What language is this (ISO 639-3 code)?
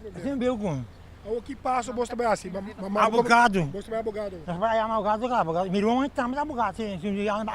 pap